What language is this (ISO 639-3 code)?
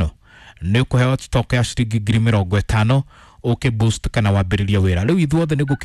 kik